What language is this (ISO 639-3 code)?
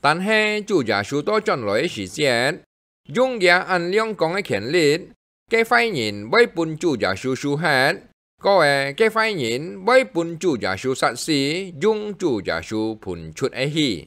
hak